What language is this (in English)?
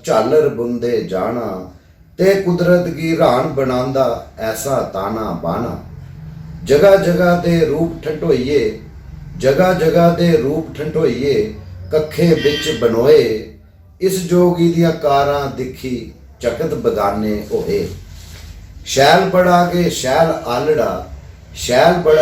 Dogri